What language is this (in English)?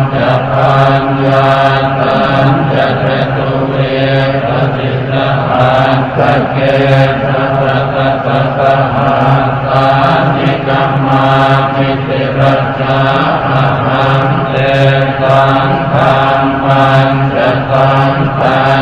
Pali